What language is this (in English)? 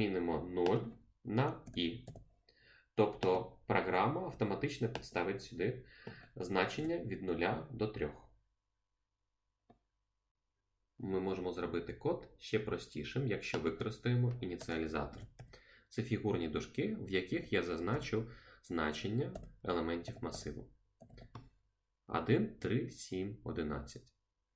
Ukrainian